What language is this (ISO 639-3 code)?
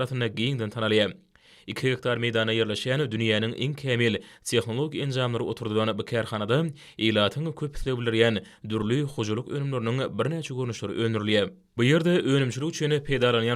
tuk